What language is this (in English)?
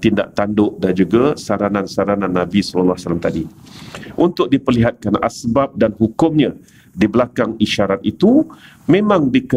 Malay